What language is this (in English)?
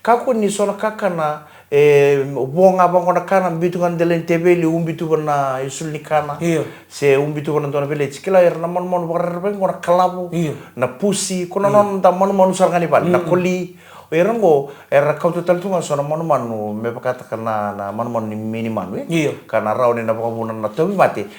Fijian